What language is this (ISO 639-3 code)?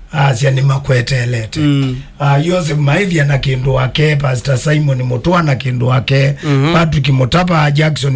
kam